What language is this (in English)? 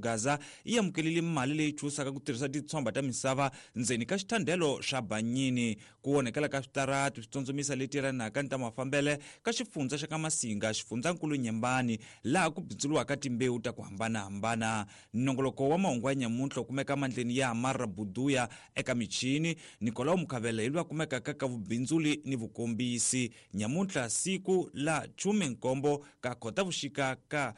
Tsonga